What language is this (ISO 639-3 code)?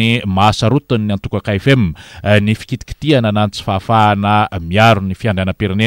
mlg